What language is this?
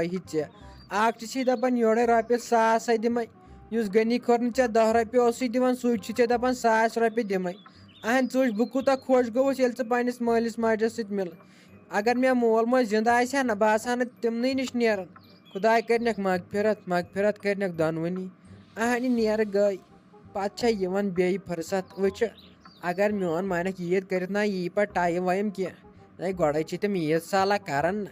Kashmiri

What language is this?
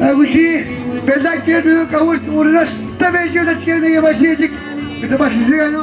Atikamekw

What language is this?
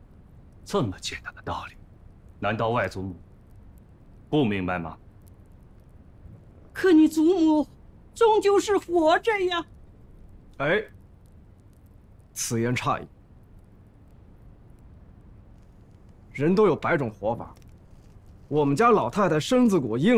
Chinese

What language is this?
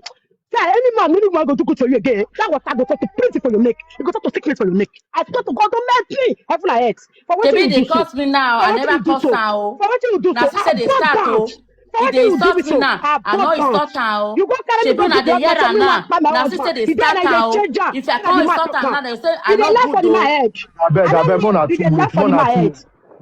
Nigerian Pidgin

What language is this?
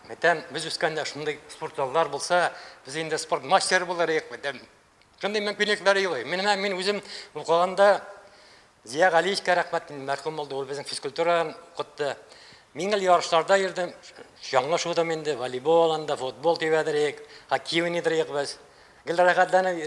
Tatar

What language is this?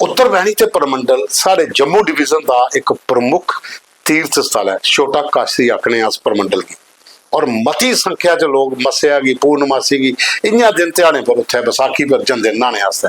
Dogri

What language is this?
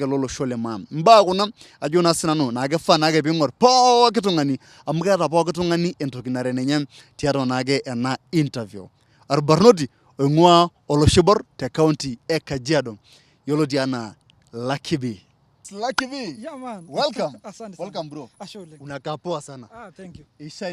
Masai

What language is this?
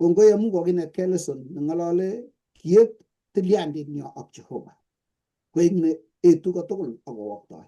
Kalenjin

